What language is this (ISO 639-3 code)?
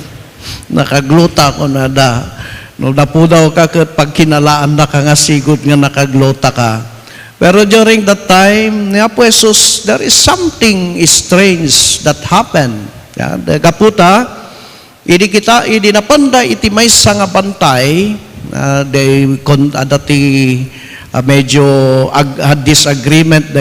ilo